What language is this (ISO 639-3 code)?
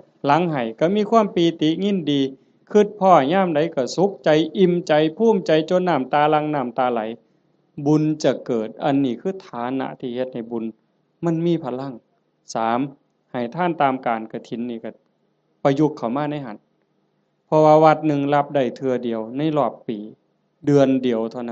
tts